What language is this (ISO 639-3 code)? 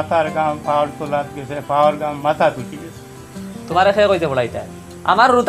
syl